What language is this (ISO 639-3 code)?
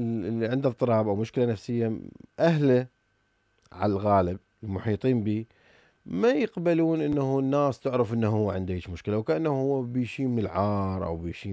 acm